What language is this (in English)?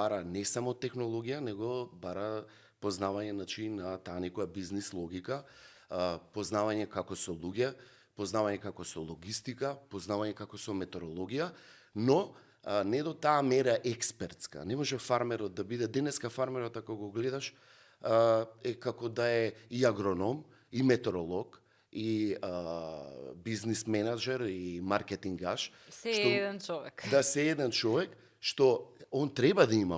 Macedonian